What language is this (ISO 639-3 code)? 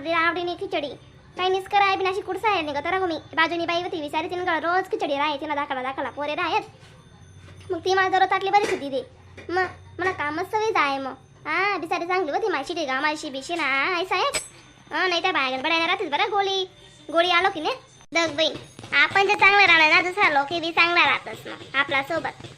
khn